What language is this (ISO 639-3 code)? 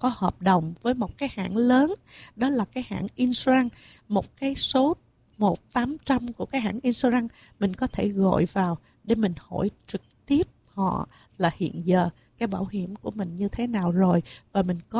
vie